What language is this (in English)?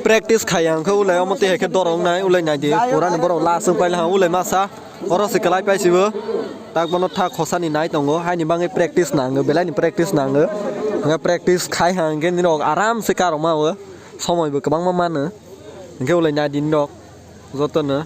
Kok Borok